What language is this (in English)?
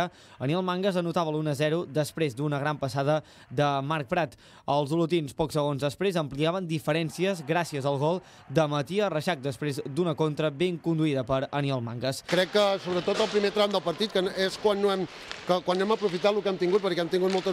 Catalan